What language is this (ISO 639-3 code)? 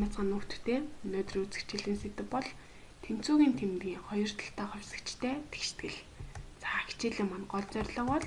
mon